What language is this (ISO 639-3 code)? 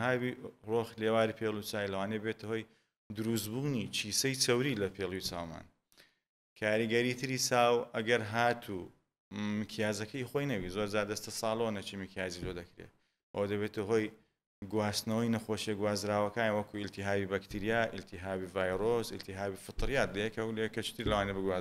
ckb